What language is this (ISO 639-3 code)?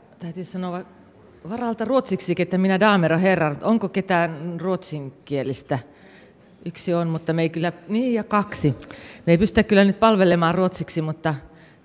fin